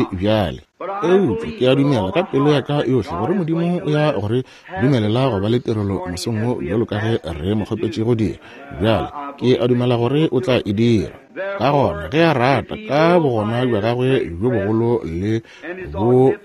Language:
Northern Sotho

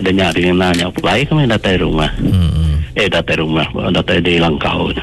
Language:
Iban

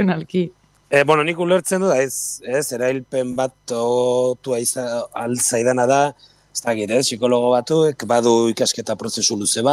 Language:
Basque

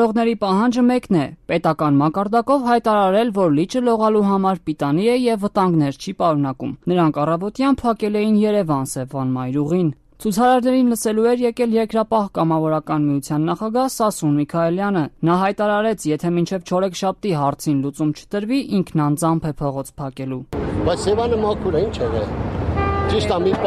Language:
Armenian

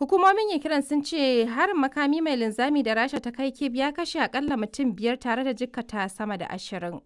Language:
Hausa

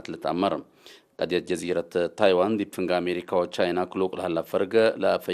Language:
Tigre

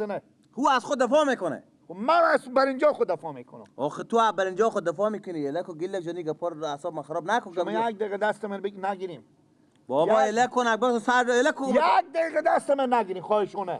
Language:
Persian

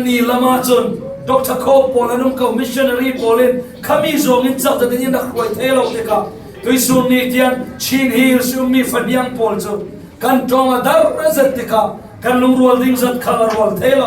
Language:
Falam Chin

